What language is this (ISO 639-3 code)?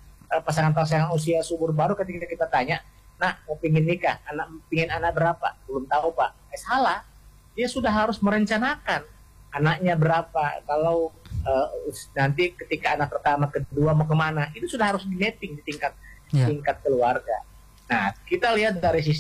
ind